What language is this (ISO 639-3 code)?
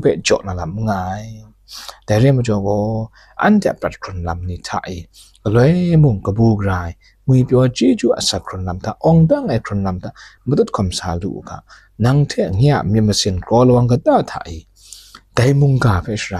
kac